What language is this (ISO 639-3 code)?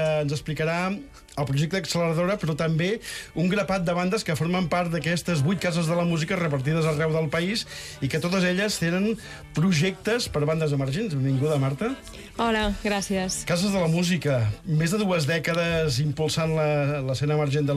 cat